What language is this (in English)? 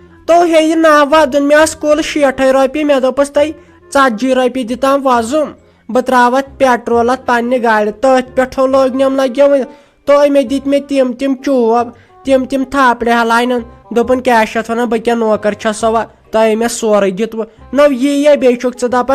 Kashmiri